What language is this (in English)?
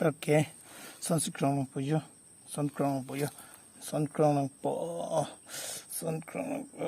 Karbi